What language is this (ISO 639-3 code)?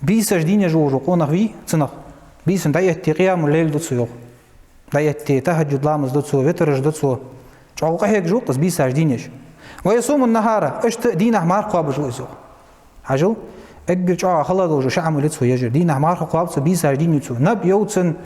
inh